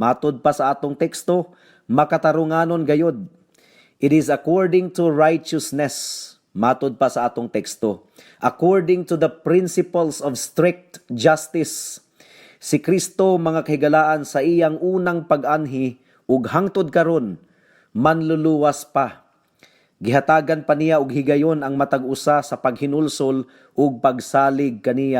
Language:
Cebuano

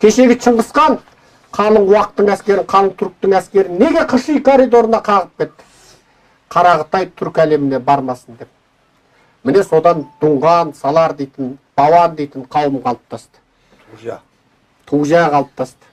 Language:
Kazakh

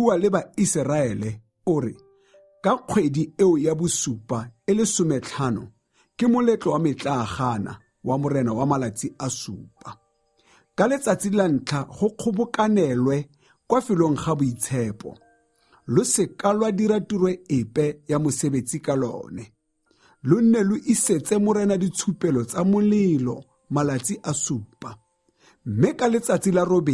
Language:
Tswana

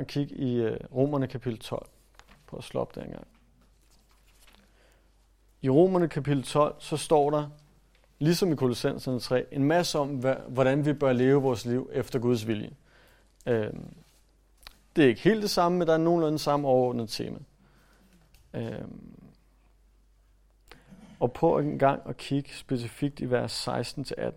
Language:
Danish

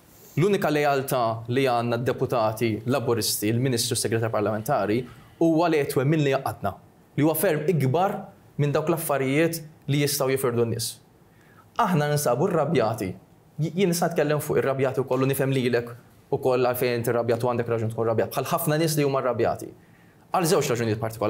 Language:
Maltese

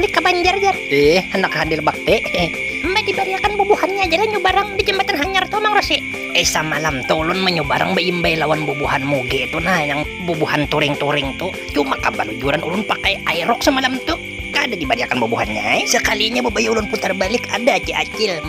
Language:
Banjar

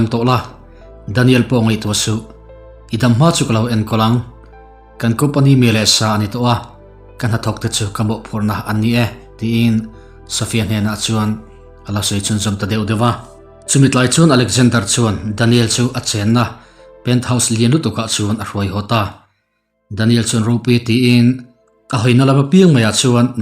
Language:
Mizo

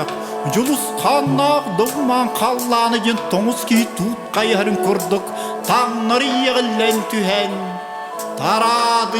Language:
Yakut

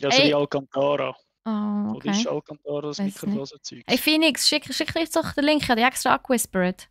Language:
Swiss German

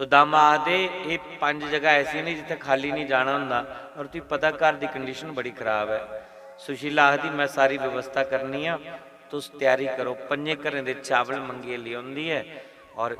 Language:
Dogri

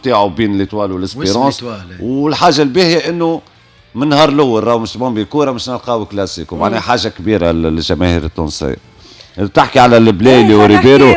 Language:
Tunisian Arabic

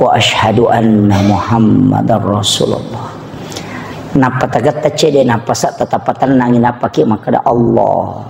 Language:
Buginese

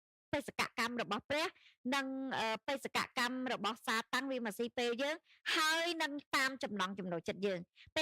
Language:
Khmer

